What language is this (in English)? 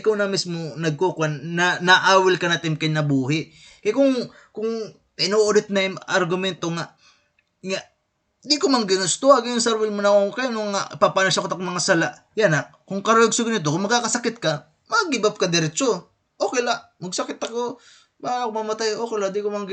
Waray